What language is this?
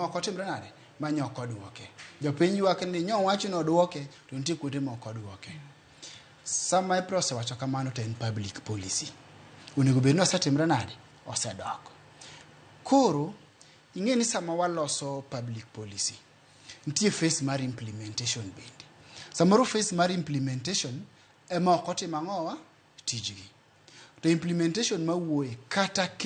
Luo (Kenya and Tanzania)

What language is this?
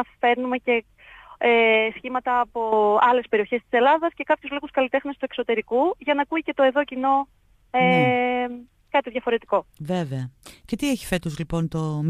Greek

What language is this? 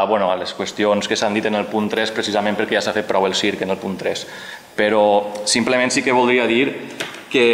Catalan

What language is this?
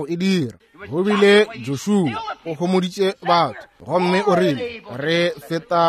Northern Sotho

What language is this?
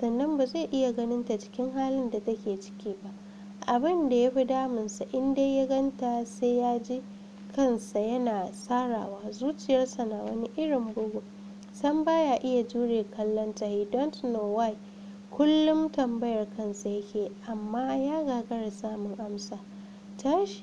Hausa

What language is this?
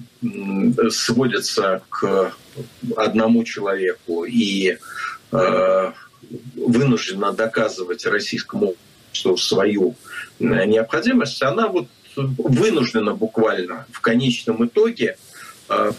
Russian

